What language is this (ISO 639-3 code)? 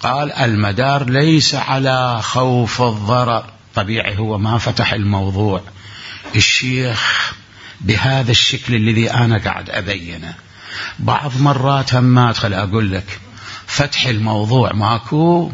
acm